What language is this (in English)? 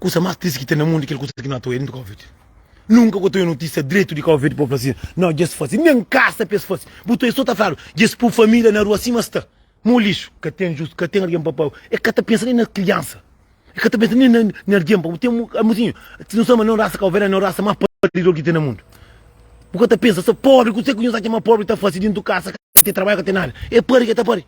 Kabuverdianu